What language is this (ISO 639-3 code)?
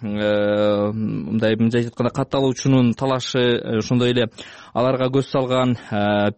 kir